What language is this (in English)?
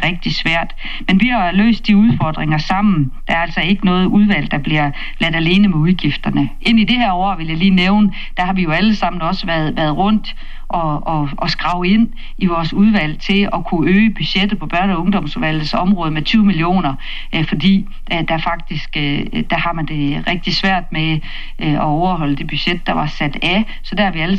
Danish